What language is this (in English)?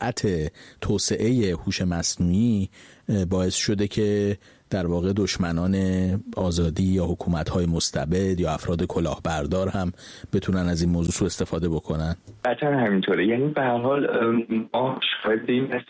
Persian